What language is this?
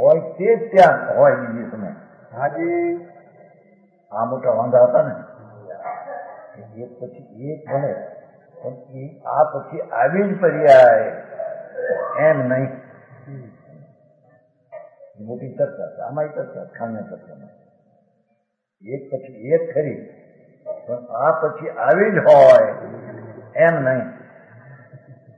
Gujarati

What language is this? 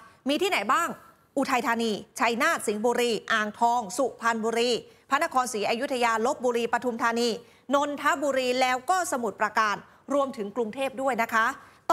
Thai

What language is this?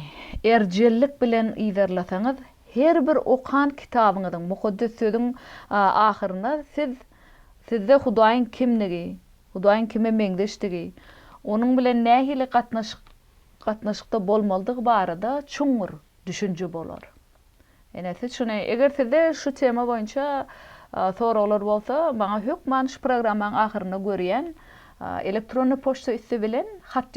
Turkmen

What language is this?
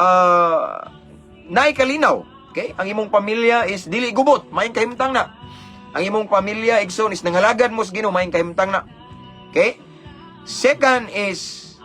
Cebuano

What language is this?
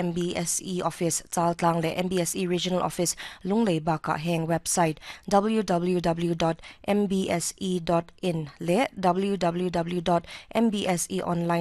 Mizo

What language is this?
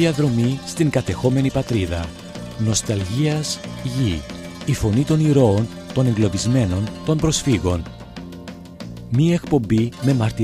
Greek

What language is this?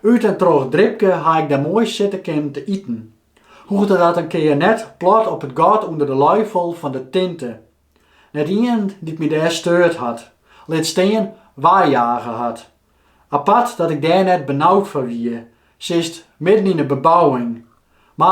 Western Frisian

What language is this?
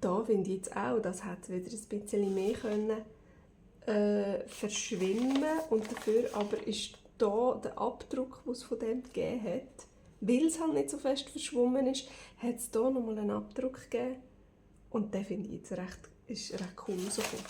Swiss German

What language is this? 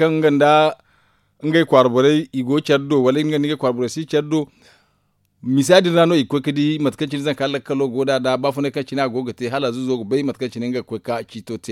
Zarma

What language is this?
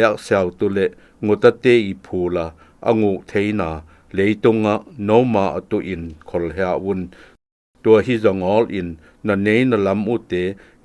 Zou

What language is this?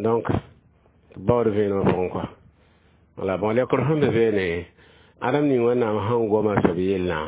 Mossi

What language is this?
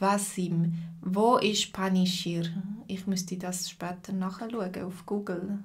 Swiss German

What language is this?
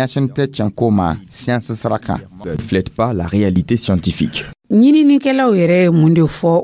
Dyula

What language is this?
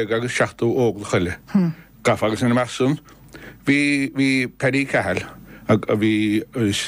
Irish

